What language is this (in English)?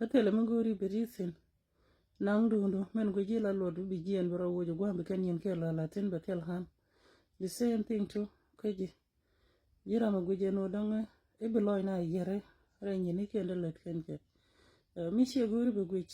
Nuer